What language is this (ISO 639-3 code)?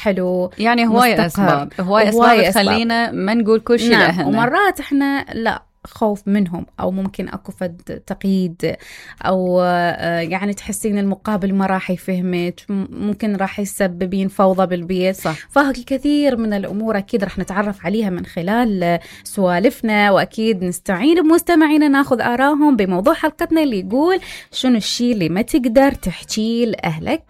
acm